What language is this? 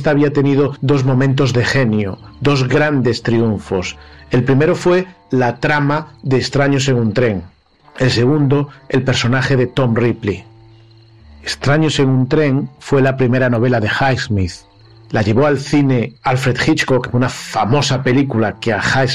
Spanish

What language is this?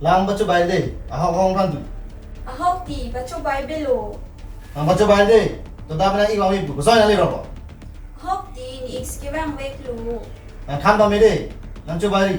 Karbi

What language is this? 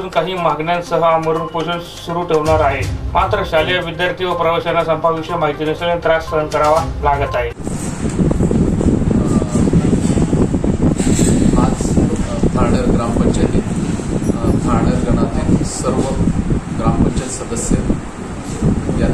Marathi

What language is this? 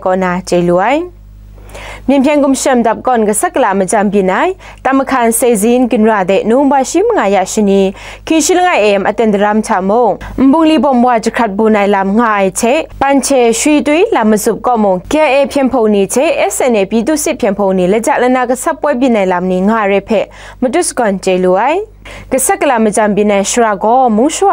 Kachin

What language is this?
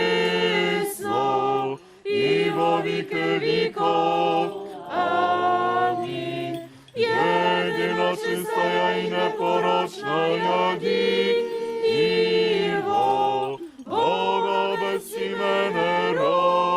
Rusyn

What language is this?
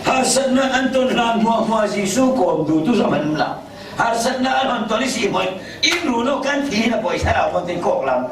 Falam Chin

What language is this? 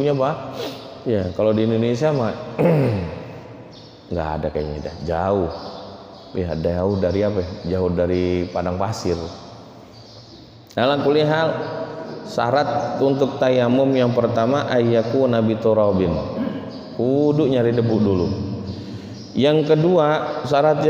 Indonesian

